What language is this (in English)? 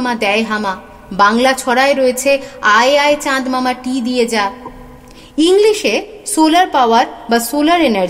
Bangla